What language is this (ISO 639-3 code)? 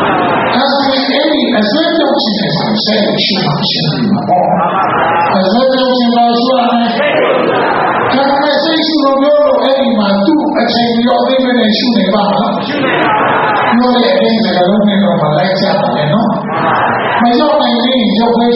mya